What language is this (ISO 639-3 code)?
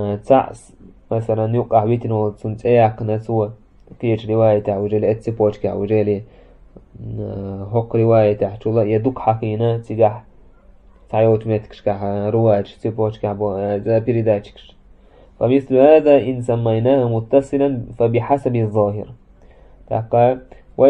che